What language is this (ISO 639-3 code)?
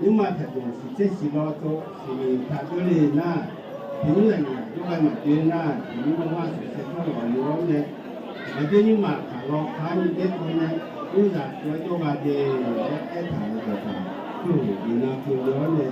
ahk